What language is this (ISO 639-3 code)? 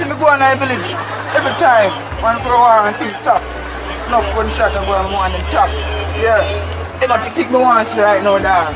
jam